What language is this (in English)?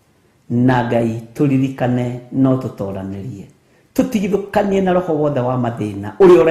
Kikuyu